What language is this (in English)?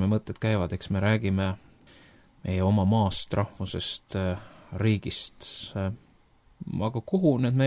Estonian